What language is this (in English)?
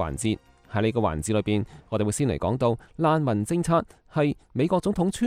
Cantonese